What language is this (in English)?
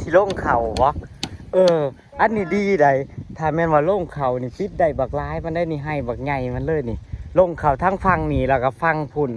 Northeastern Thai